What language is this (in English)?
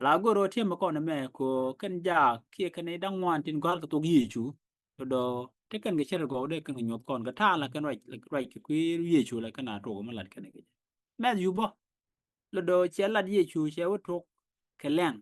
Nuer